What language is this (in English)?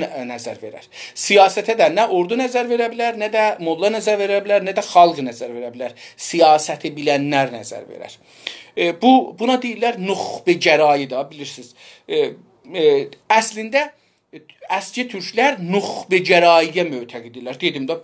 South Azerbaijani